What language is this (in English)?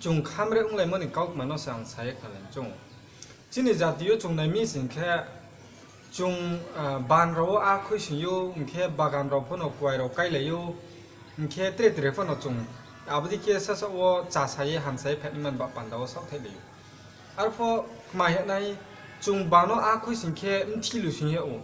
Riang (India)